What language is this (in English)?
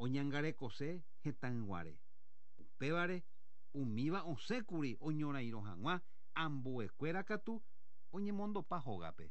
Guarani